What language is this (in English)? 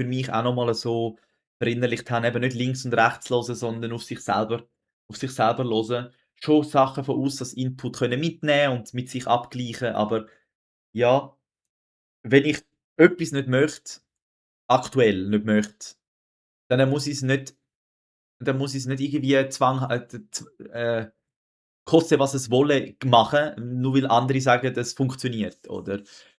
Swiss German